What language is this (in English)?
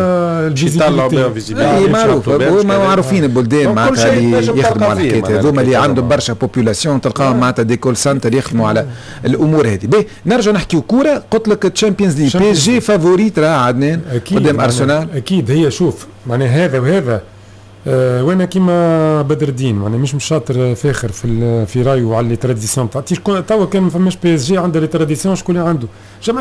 Tunisian Arabic